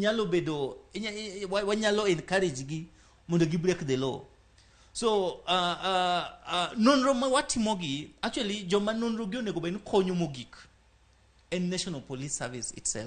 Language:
Luo (Kenya and Tanzania)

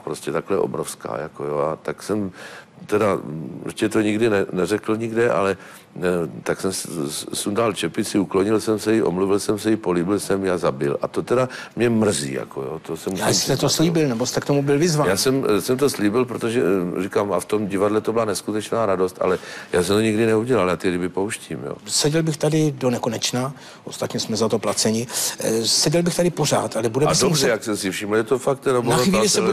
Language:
Czech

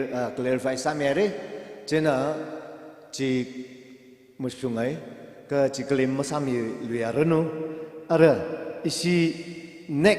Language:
Tangkhul Naga (India)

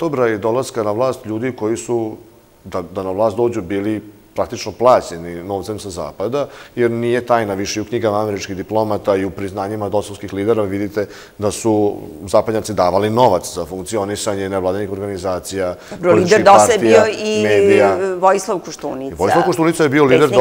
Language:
Serbian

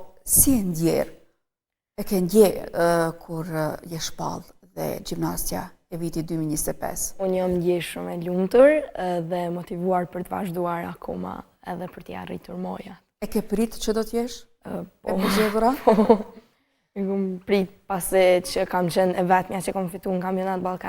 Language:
Albanian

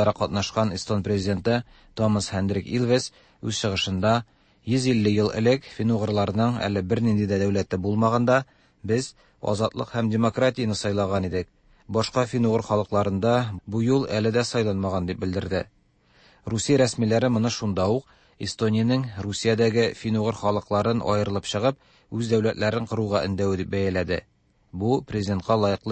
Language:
Tatar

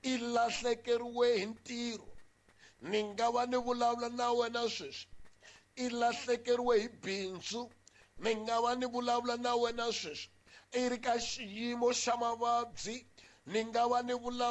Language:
Tsonga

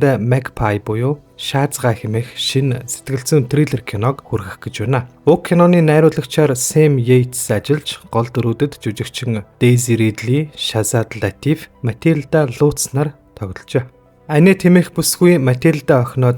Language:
Mongolian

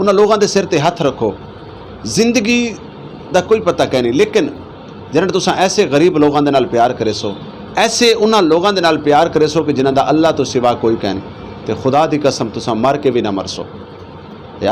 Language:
Western Panjabi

